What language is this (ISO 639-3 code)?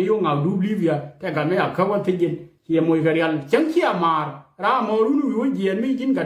nus